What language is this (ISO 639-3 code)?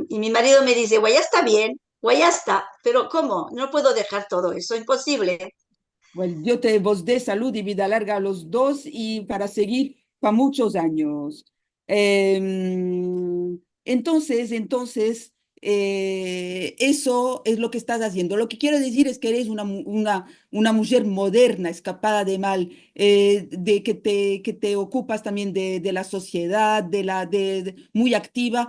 lad